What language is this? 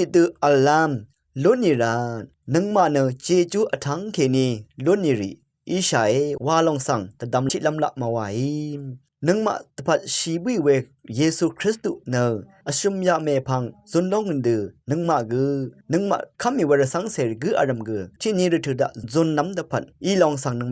Rawang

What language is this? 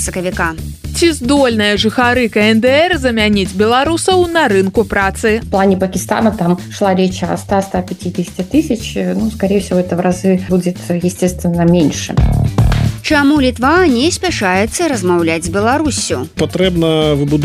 Belarusian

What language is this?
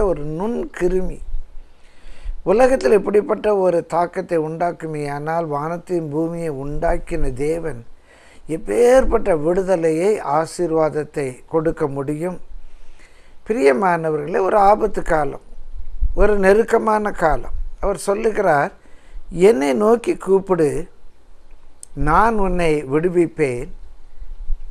Tamil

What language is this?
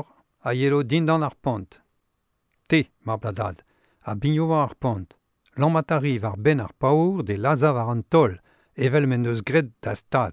Breton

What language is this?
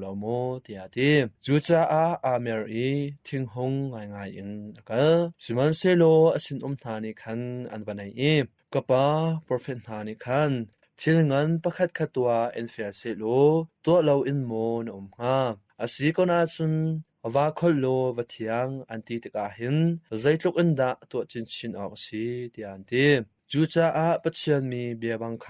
Hakha Chin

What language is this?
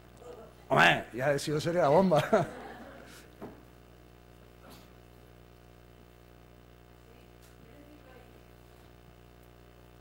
Spanish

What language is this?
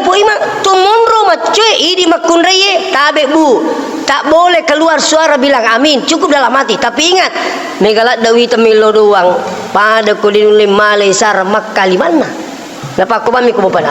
Buginese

